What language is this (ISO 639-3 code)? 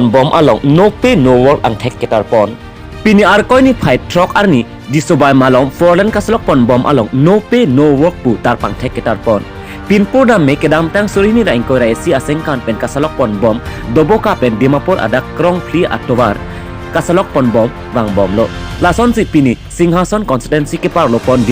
mjw